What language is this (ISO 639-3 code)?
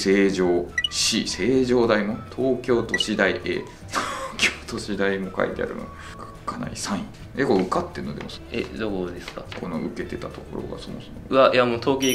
jpn